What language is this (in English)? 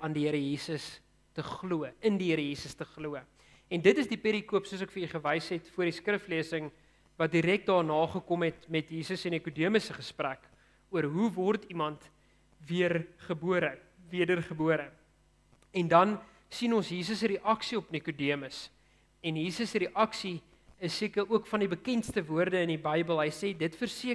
Afrikaans